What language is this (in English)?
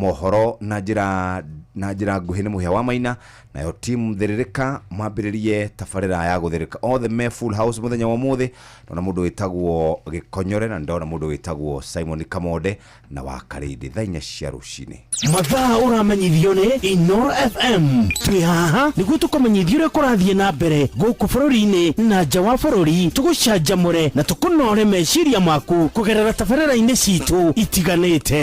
Kikuyu